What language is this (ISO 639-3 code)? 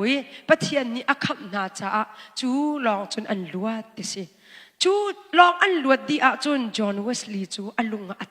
cnh